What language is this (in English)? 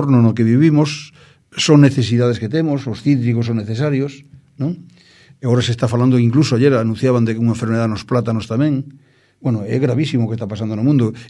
Galician